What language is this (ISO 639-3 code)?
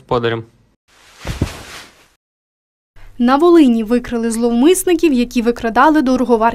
ukr